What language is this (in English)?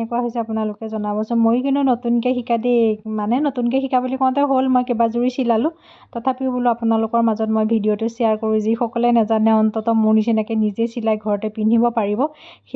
Assamese